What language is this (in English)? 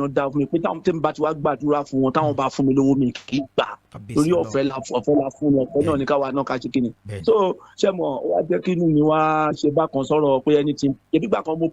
Yoruba